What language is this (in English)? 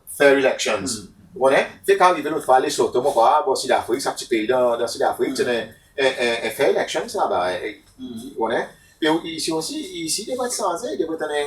Seselwa Creole French